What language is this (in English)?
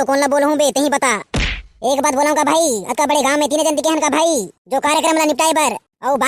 Chhattisgarhi